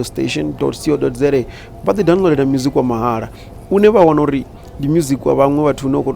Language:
Venda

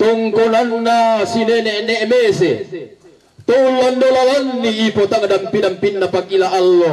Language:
Toraja-Sa'dan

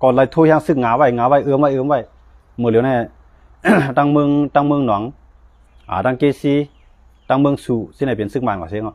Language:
Shan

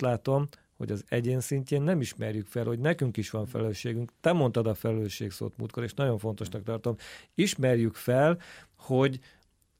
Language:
Hungarian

